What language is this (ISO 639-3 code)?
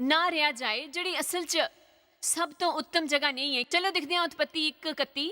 doi